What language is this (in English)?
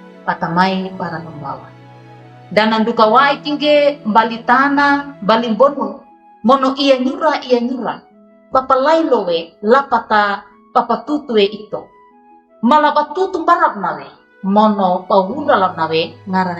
Wejewa